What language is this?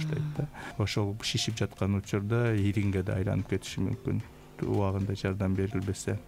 Kyrgyz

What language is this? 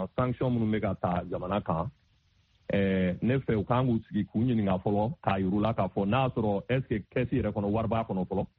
Bambara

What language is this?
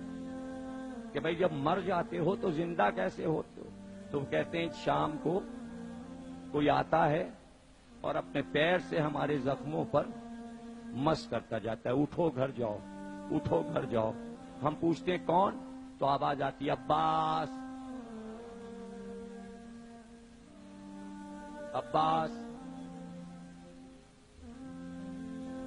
Urdu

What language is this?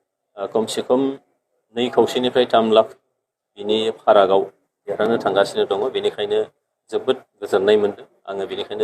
Bodo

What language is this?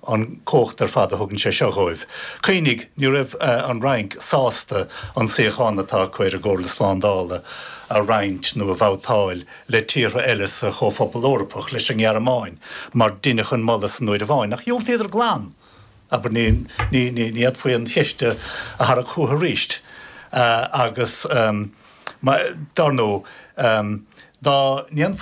Irish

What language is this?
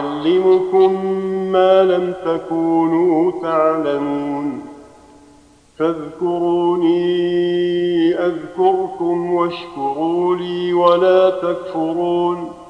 Arabic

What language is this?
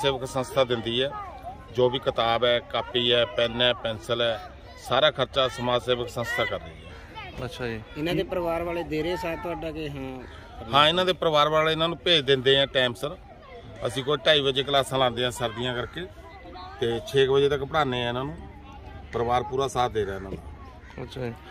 Punjabi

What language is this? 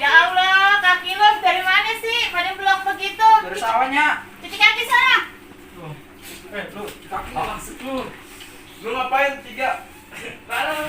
Betawi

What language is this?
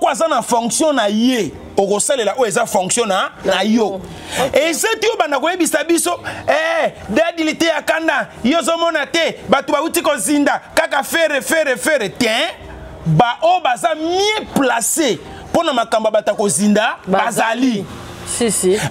Lingala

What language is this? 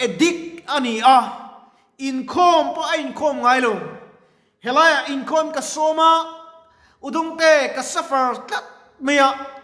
Mizo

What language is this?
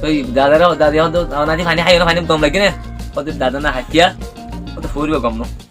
Rohingya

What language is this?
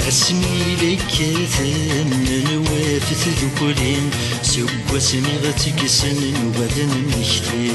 Kabyle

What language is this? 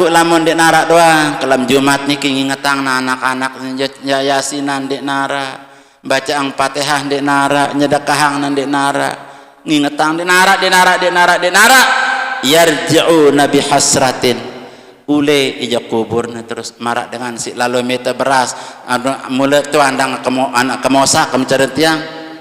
Sasak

